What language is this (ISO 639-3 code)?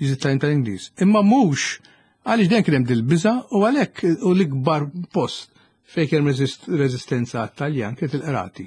mlt